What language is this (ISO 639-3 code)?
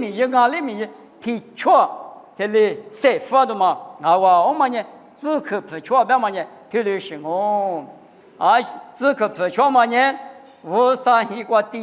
lis